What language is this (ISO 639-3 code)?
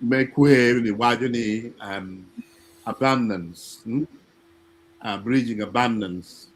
ach